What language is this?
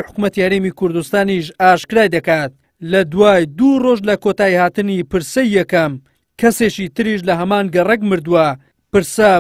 Central Kurdish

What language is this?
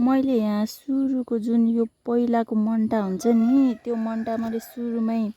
Nepali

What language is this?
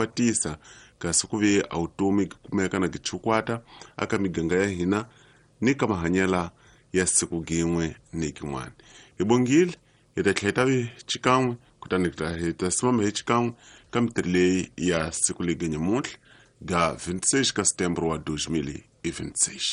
Tsonga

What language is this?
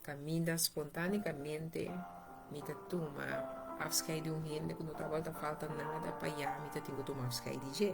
Papiamento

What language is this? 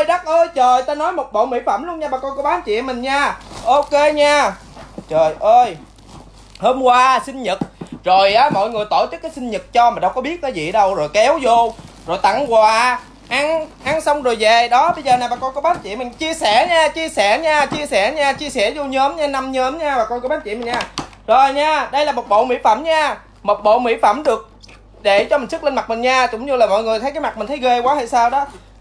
Vietnamese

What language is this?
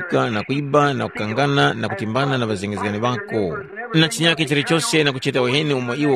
Tumbuka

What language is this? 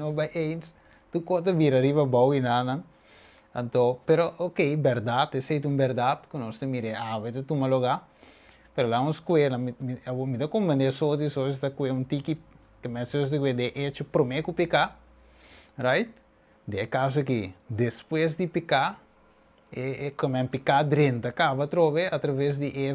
Papiamento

